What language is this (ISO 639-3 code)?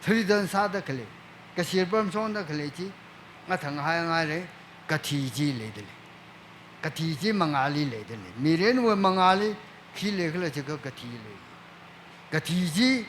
nmf